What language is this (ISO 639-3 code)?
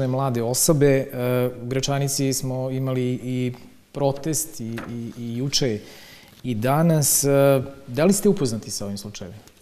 srp